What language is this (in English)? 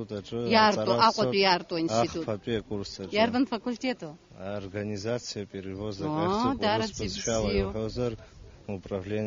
Abkhazian